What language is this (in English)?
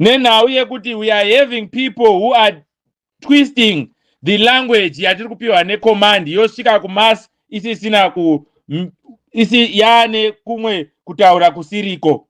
Shona